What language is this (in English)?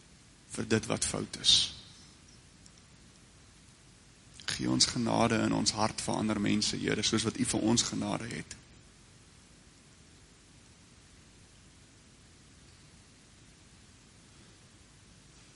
Afrikaans